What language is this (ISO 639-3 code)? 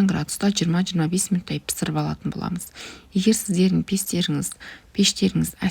kaz